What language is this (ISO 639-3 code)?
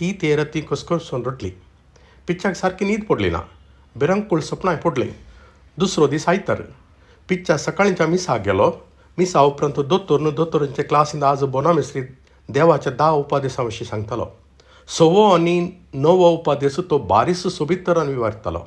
kok